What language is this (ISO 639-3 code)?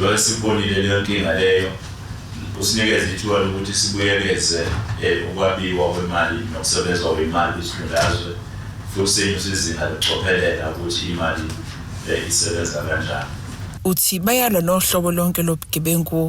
zul